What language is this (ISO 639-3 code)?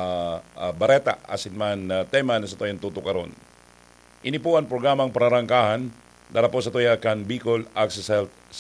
bik